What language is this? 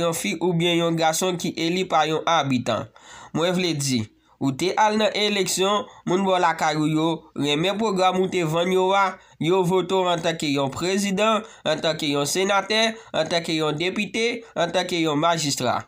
Haitian Creole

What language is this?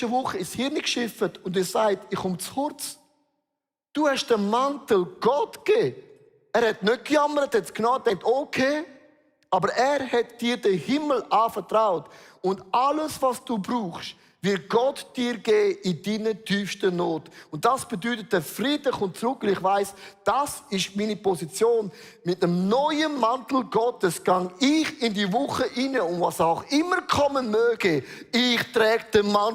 Swiss German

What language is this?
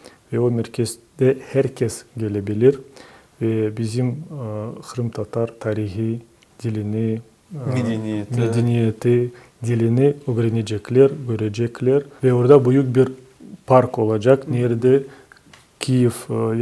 Crimean Tatar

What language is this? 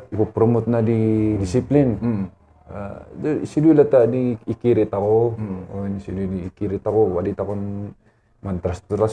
Kankanaey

